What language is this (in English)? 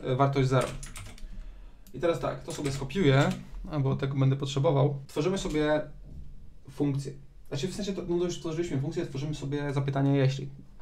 Polish